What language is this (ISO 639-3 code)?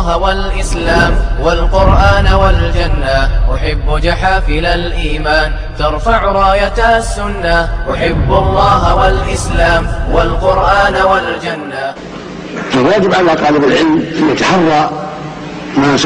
bos